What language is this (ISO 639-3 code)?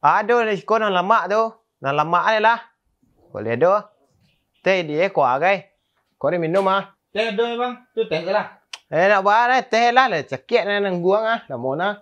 min